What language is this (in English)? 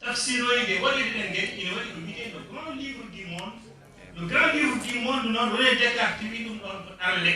Fula